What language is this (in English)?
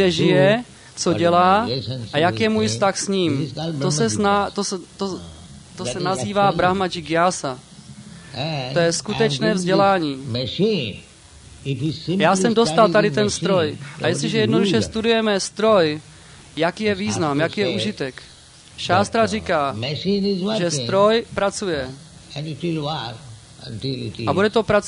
Czech